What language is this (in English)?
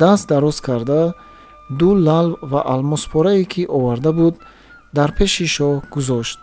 Tajik